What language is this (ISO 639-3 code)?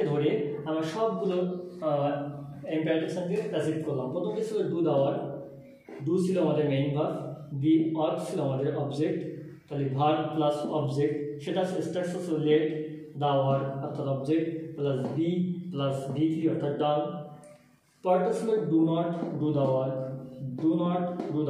ben